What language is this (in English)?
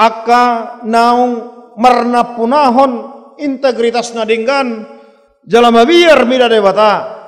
Batak Toba